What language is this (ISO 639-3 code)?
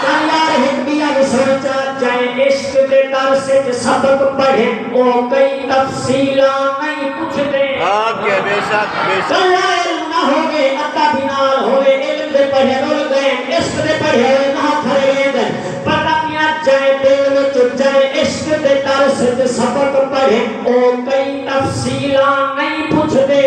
skr